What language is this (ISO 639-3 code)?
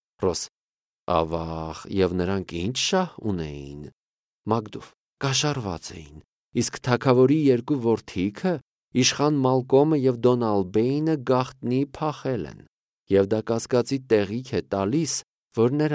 hye